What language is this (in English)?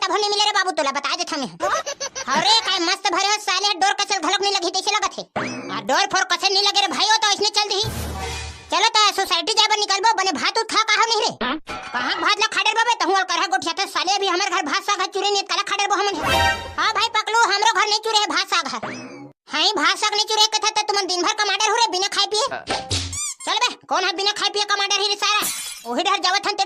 Chhattisgarhi